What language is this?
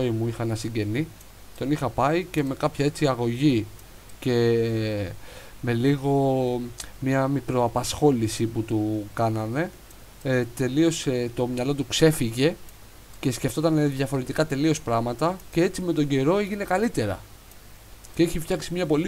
Greek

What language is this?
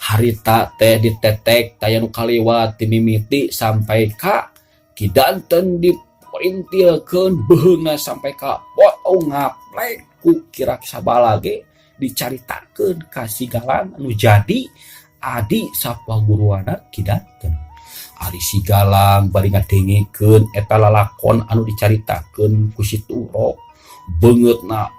Sundanese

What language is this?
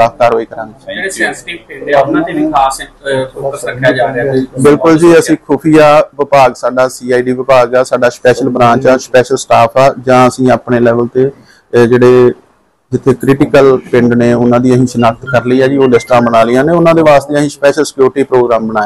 Punjabi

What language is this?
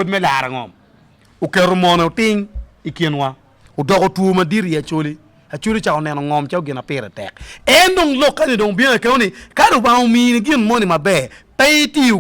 Acoli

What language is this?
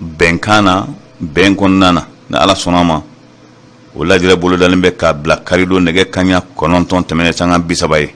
Bambara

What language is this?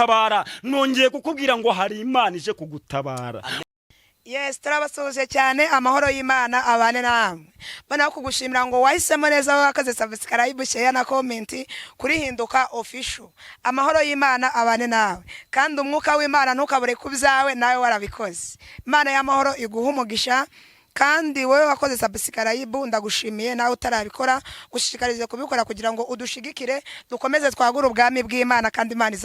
Kinyarwanda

